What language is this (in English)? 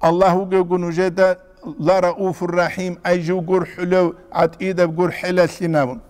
Avaric